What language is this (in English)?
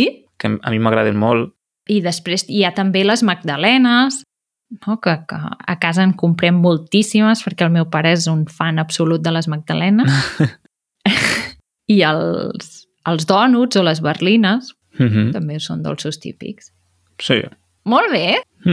Catalan